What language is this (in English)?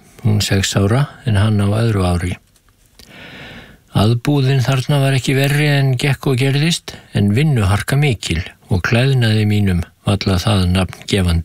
Icelandic